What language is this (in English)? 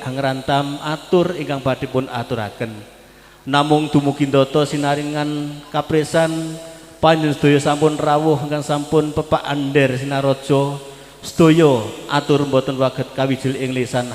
Javanese